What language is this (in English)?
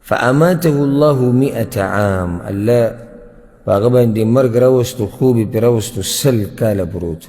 Pashto